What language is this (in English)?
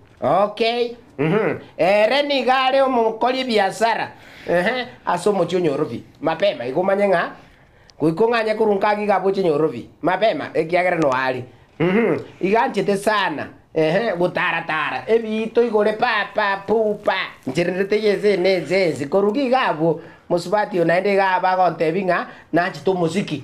Gusii